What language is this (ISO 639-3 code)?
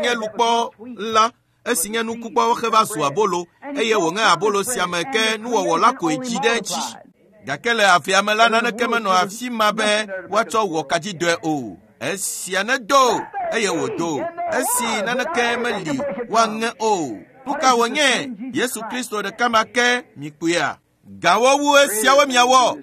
ewe